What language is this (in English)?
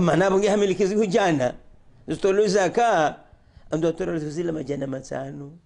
Ngazidja Comorian